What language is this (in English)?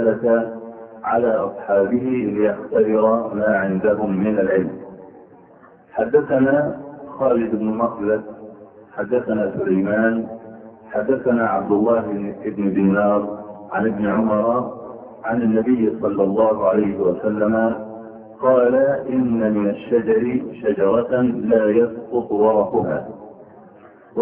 Arabic